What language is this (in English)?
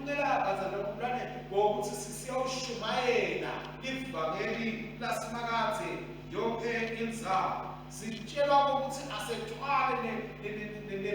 Swati